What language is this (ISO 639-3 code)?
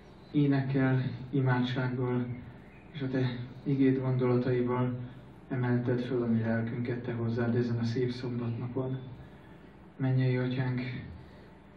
hun